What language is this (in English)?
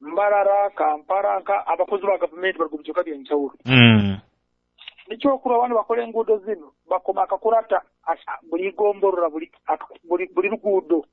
Nyoro